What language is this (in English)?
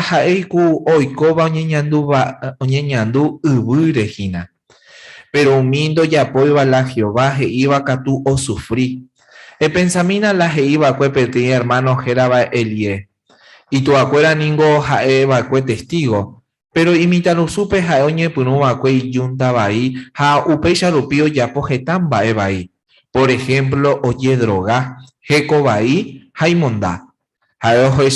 Guarani